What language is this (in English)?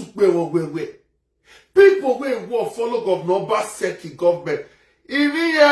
Nigerian Pidgin